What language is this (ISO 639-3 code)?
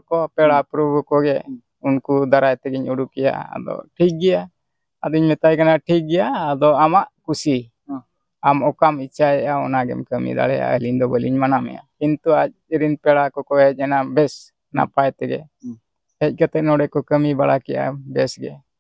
sat